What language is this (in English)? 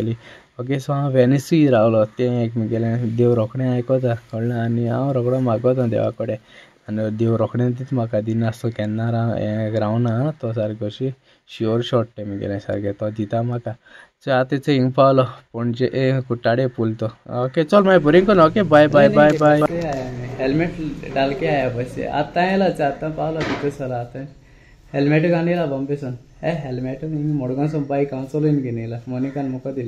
Konkani